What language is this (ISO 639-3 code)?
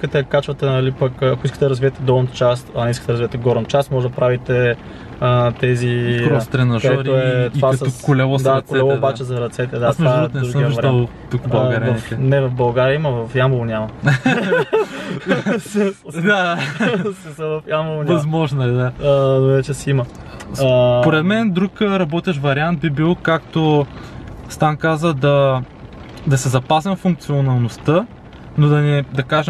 bul